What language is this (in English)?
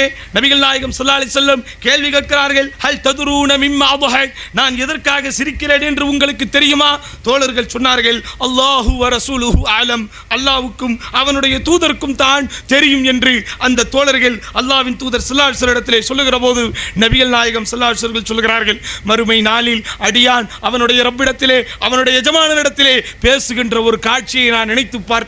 Tamil